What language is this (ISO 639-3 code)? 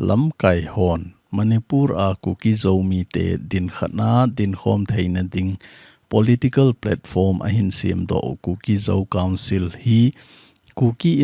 tcz